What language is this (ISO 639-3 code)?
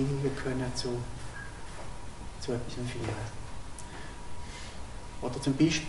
deu